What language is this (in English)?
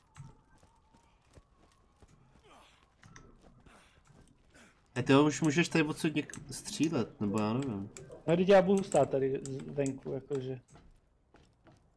Czech